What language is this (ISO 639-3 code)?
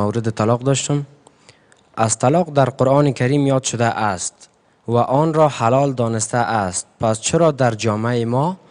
fas